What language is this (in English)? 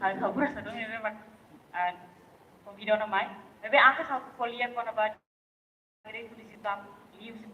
Tetum